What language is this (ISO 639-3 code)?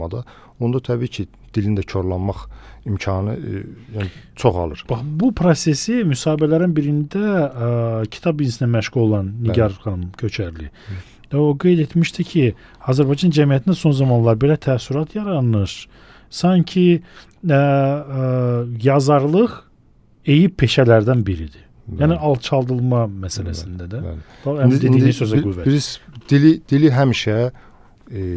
aze